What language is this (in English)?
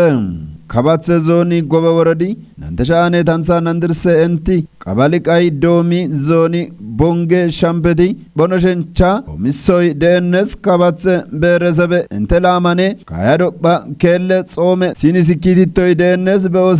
Kafa